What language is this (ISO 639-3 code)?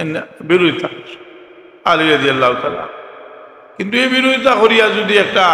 syl